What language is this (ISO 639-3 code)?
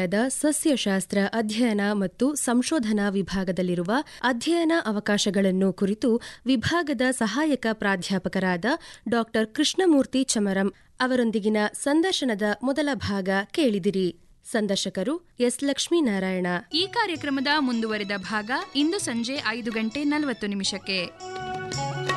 kan